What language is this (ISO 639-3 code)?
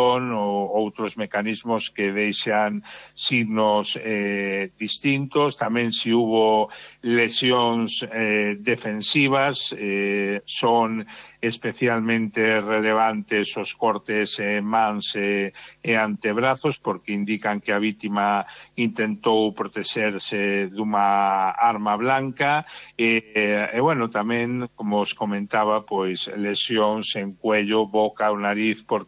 glg